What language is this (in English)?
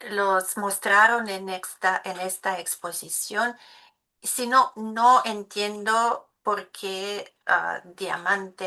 Ladino